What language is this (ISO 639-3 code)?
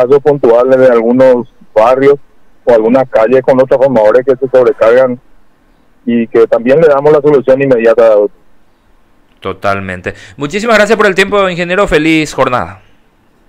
spa